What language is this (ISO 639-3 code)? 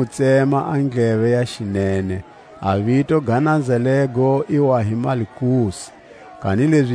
tsc